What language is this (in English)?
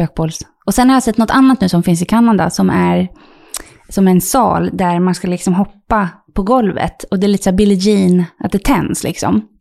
Swedish